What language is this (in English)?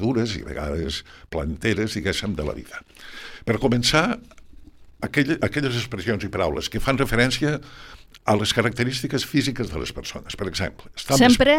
Catalan